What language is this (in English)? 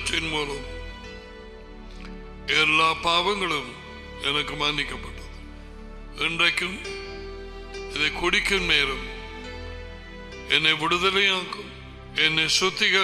Tamil